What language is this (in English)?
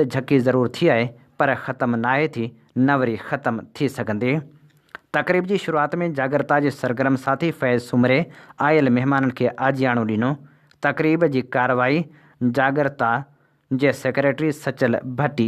Sindhi